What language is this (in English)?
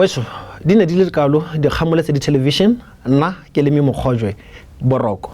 Tswana